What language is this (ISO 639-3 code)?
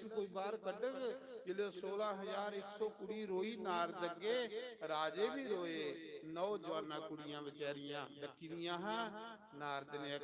doi